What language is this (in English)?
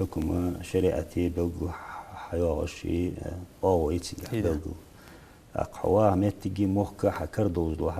Ingush